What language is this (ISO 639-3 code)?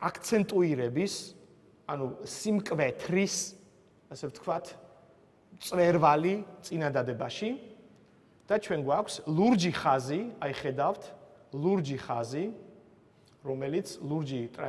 kat